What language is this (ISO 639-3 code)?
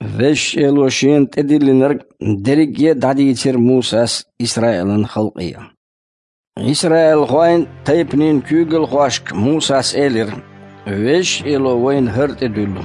che